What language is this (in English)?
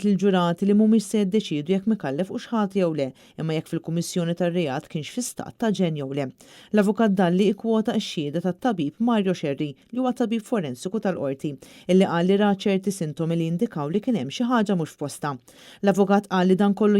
Maltese